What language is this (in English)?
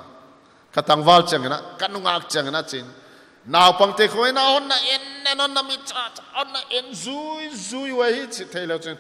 Paite Chin